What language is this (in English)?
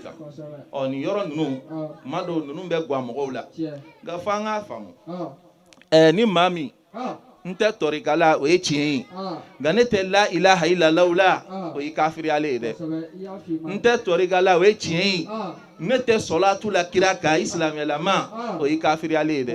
Bambara